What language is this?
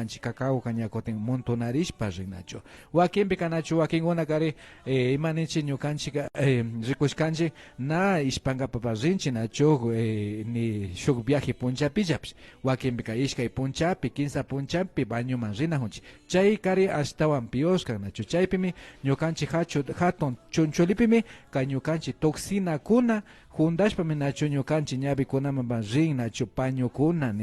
Imbabura Highland Quichua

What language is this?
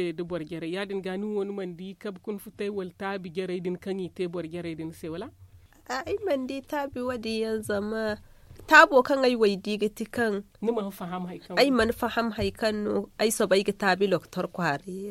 Zarma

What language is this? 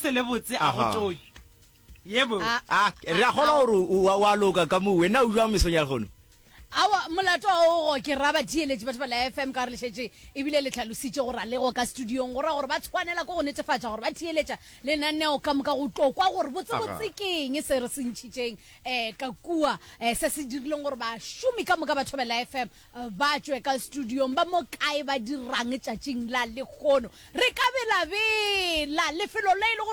Northern Sotho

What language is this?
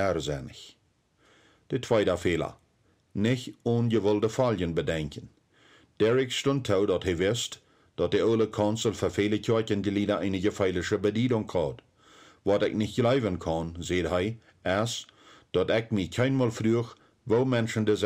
Plautdietsch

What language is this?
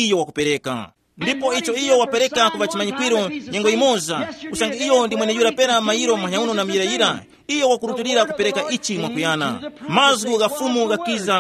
Tumbuka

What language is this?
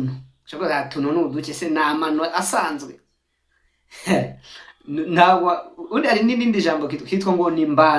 Kinyarwanda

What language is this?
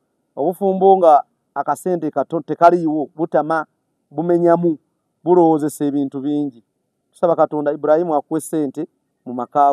Ganda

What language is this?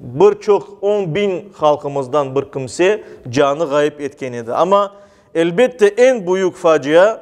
Crimean Tatar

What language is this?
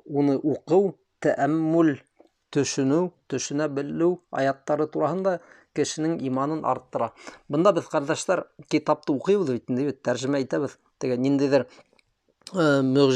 Bashkir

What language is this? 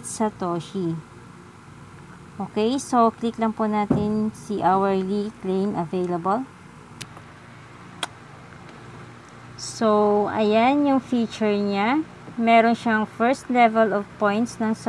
Filipino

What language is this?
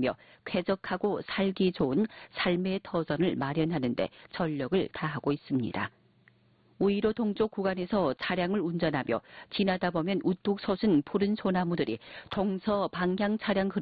Korean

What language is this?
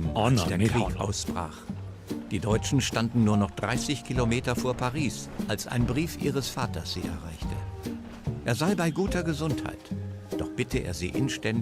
Bavarian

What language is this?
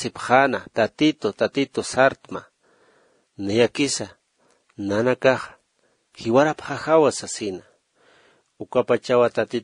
Aymara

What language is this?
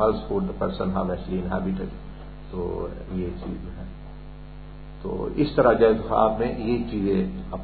Urdu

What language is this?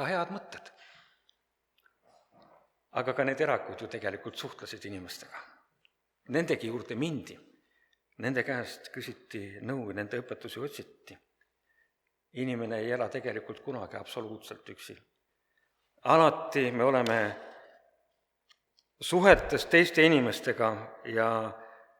Estonian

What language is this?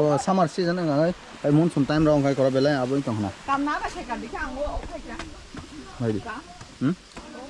Kok Borok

